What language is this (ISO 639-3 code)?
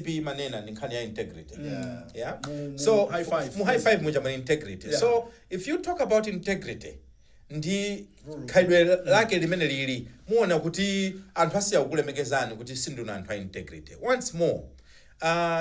nya